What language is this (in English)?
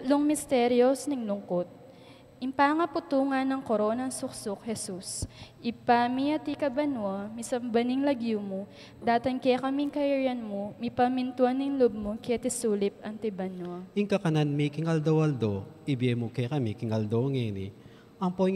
Pampanga